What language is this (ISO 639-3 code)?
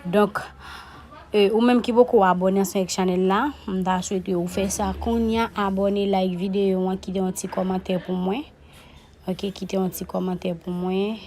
hat